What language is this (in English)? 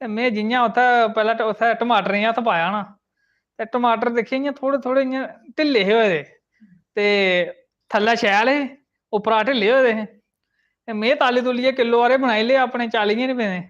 Dogri